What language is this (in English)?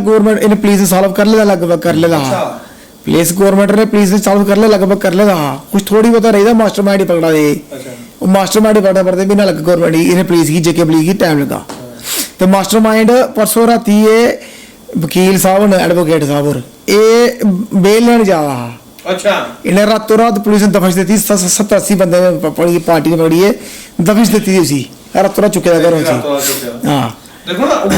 Dogri